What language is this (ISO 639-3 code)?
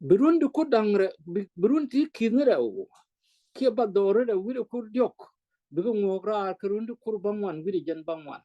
nus